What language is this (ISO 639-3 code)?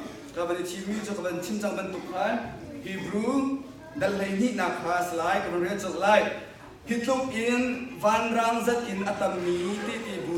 cnh